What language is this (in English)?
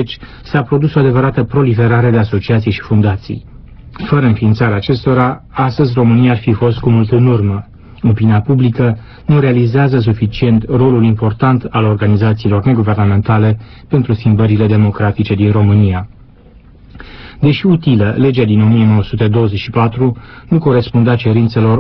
Romanian